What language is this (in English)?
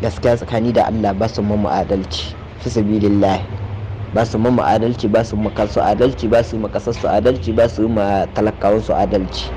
Hausa